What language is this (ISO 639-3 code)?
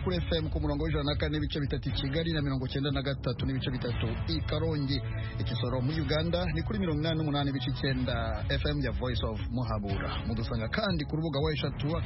kin